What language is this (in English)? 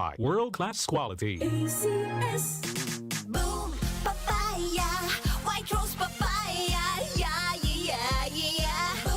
Bikol